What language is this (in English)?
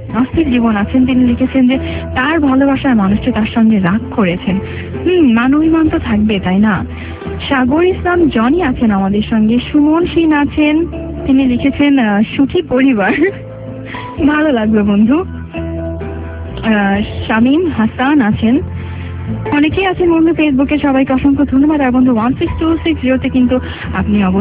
Bangla